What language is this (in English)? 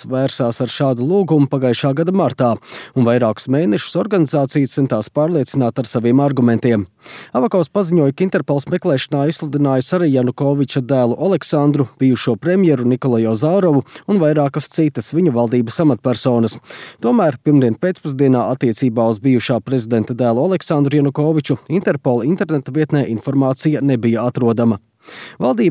Latvian